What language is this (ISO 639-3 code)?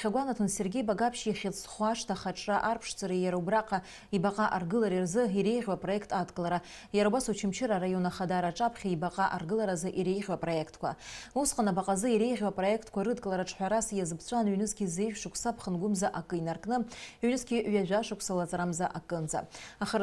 abk